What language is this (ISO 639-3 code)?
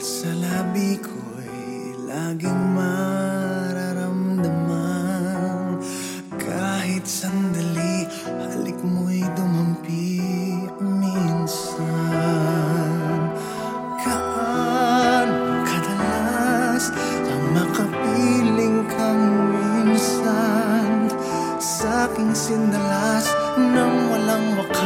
fil